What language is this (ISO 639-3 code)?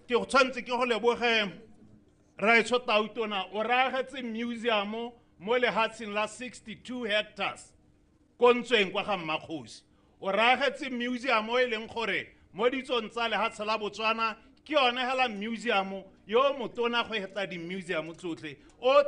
tsn